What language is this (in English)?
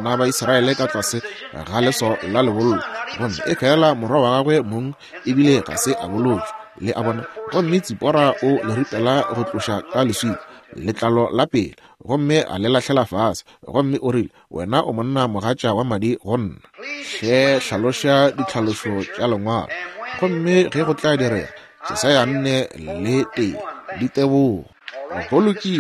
Northern Sotho